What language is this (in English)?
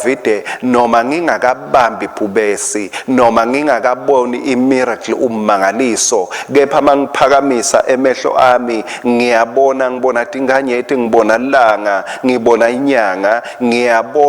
Swati